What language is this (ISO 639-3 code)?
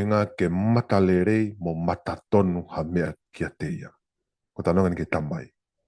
ton